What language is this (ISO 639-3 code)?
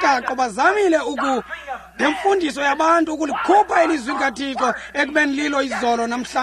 xho